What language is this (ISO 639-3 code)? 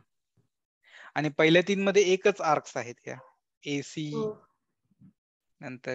mar